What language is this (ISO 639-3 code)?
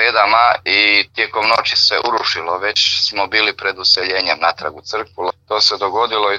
hrv